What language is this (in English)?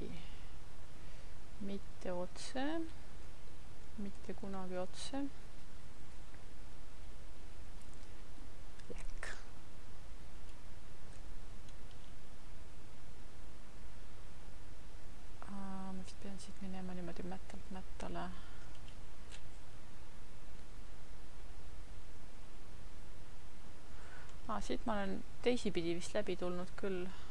Estonian